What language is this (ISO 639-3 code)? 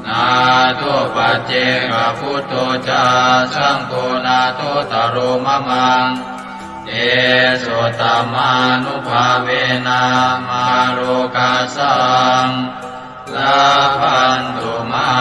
pli